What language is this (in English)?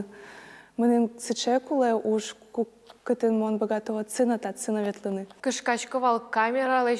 Udmurt